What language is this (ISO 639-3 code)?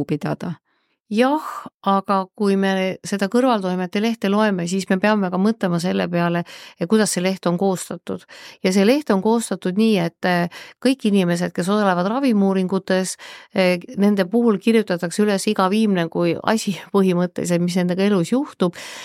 est